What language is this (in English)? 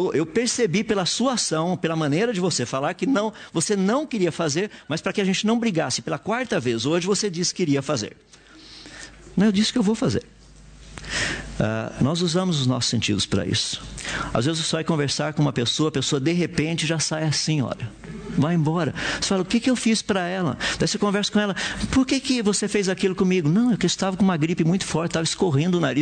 Portuguese